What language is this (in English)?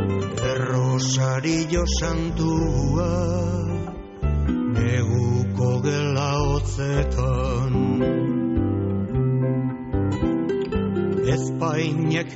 Basque